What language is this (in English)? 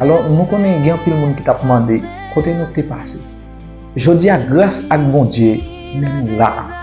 Haitian Creole